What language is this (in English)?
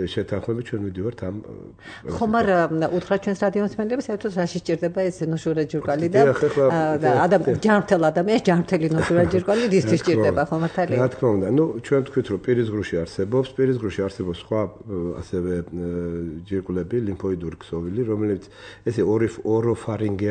Georgian